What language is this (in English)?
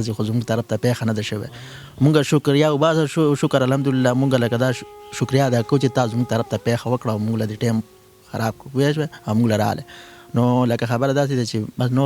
Pashto